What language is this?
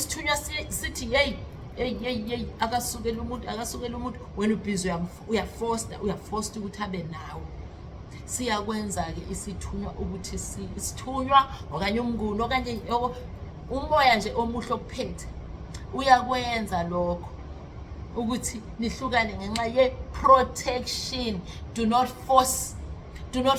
Zulu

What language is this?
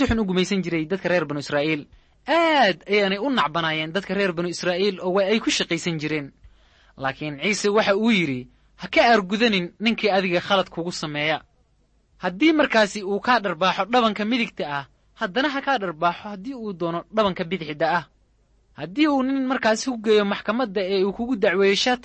Somali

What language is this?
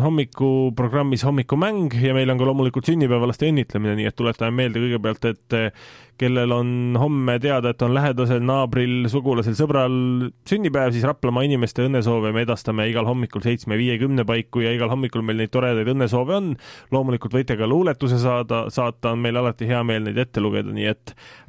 Estonian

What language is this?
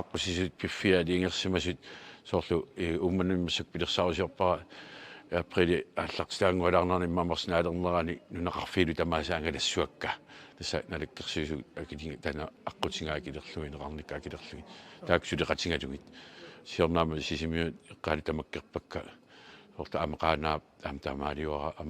Kalaallisut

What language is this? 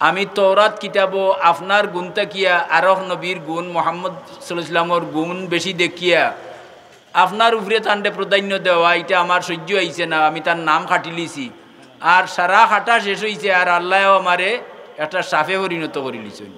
Sylheti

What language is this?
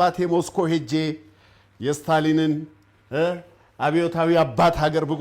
Amharic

